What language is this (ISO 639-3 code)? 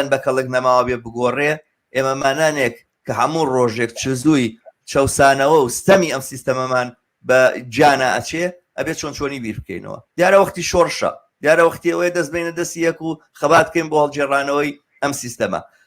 ckb